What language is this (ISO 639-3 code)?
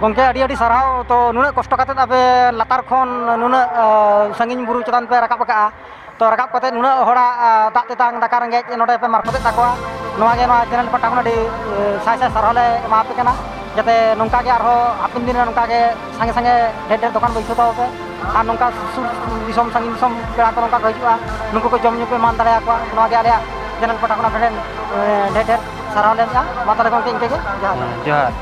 sat